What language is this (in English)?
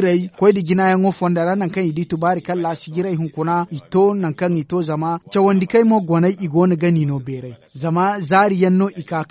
Zarma